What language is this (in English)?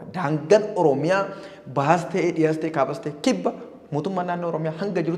Oromo